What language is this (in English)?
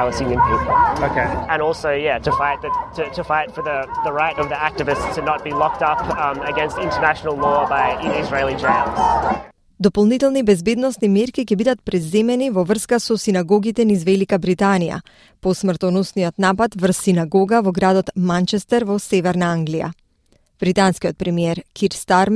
Macedonian